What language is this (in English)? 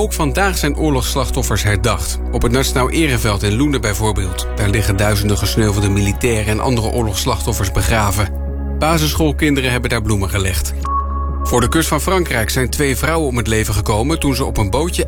Dutch